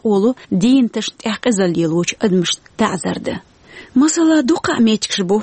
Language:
Chechen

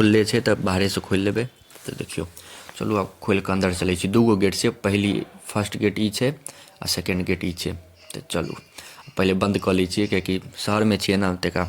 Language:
Maithili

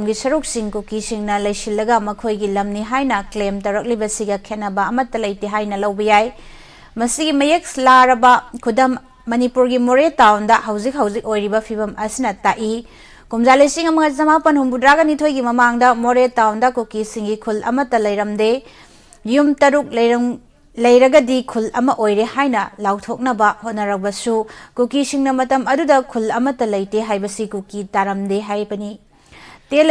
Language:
Manipuri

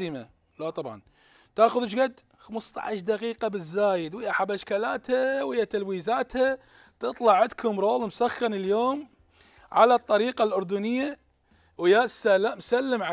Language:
Mesopotamian Arabic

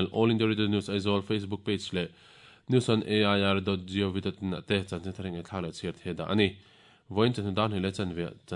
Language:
Mizo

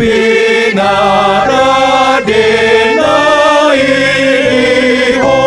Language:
Batak Toba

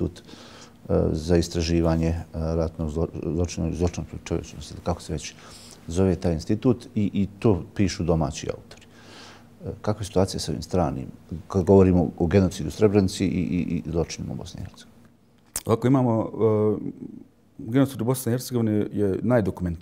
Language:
Bosnian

